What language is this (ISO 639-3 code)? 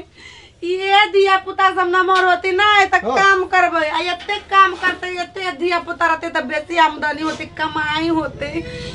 mai